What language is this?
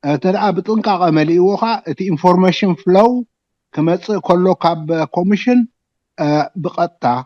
Tigrinya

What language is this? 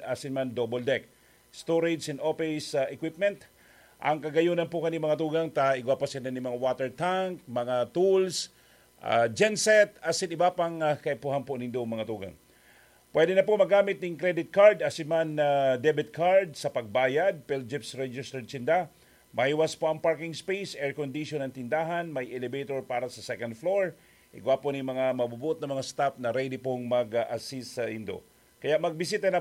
Bikol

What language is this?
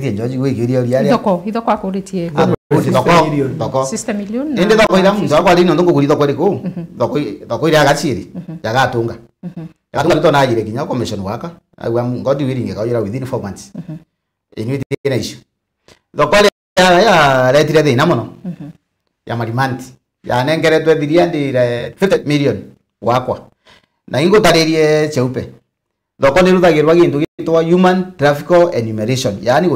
Meru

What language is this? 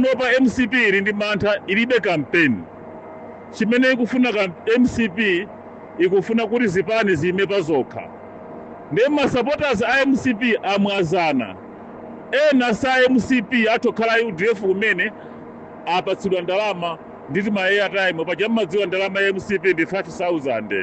Nyanja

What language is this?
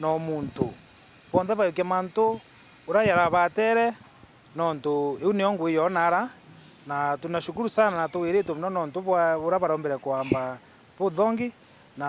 Meru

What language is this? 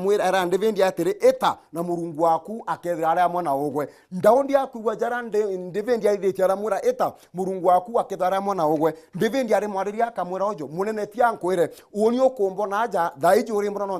Meru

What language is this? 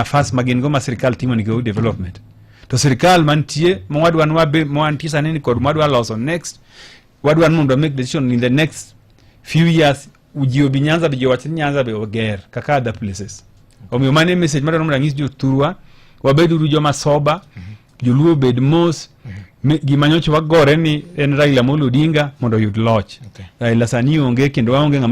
Luo (Kenya and Tanzania)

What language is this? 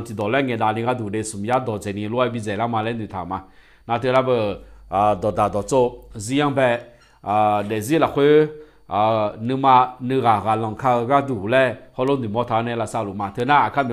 Akha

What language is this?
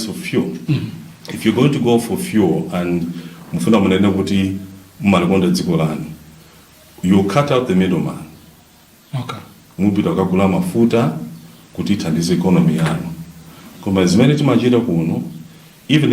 Nyanja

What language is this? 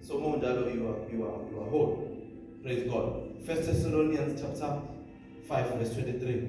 Zulu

